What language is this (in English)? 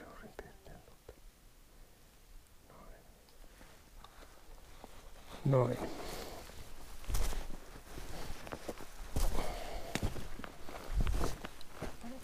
Finnish